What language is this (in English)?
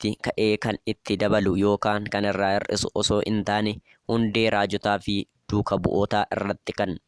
Oromo